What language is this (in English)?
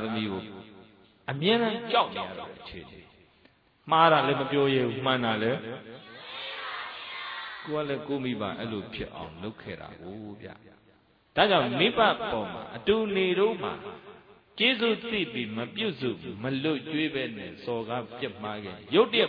Burmese